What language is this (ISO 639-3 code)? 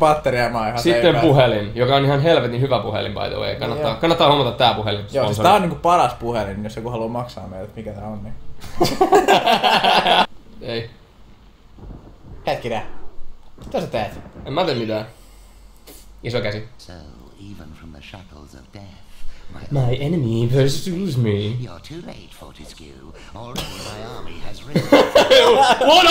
fin